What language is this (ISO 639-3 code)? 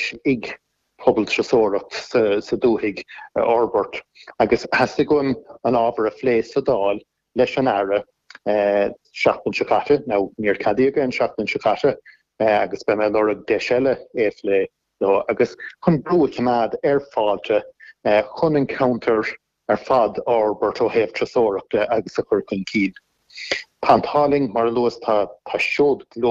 gle